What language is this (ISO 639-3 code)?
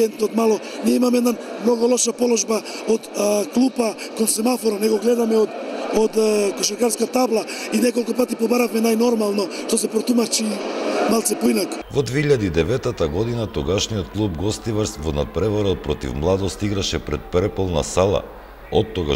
mkd